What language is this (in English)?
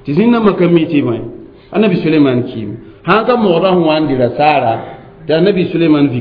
Mossi